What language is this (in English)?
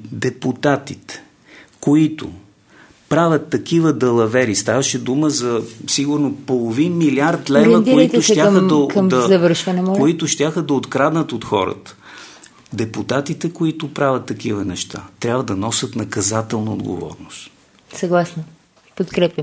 Bulgarian